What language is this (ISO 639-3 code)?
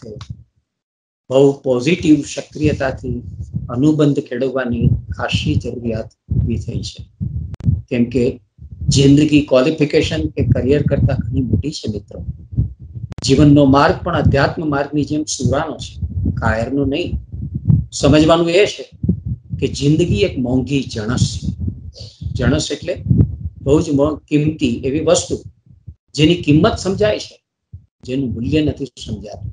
guj